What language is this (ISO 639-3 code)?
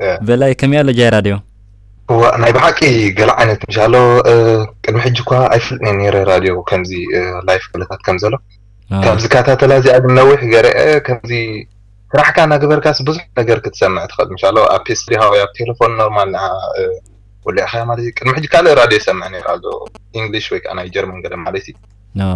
tir